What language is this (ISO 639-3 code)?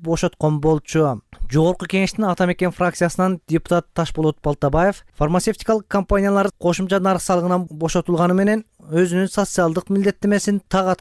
kir